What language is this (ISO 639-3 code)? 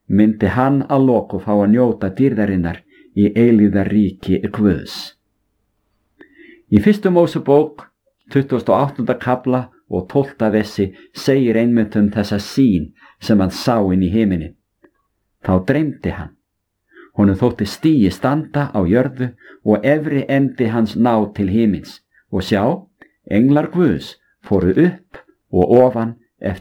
isl